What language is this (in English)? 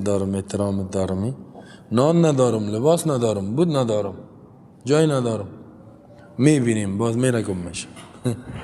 Persian